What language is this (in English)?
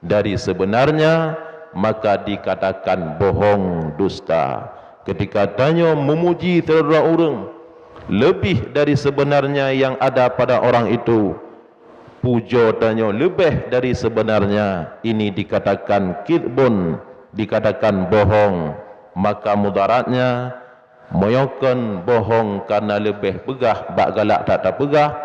Achinese